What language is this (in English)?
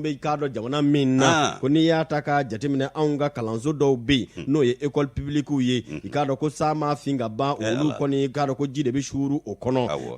Bambara